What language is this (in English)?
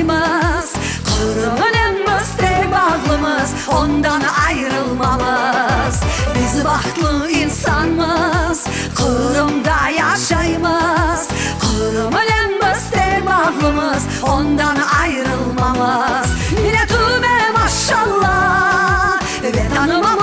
Crimean Tatar